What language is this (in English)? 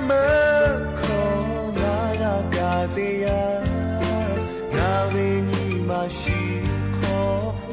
Lahu